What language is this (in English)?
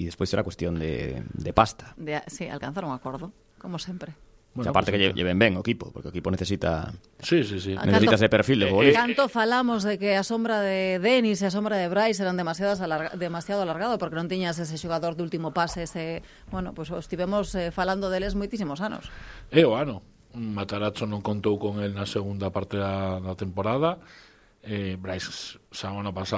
Galician